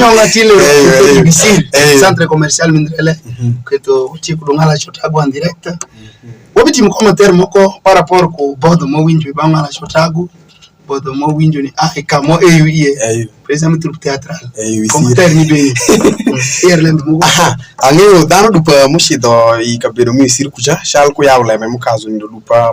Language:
Alur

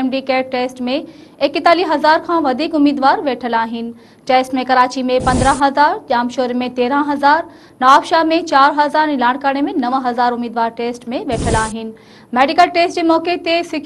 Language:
Sindhi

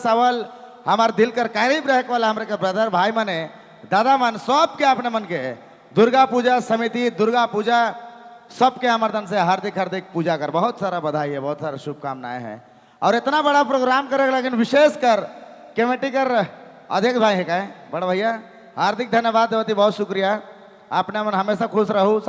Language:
Sadri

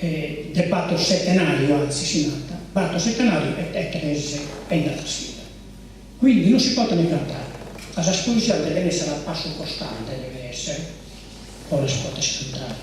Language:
Sardinian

